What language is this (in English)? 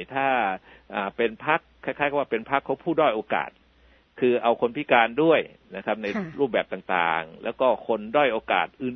Thai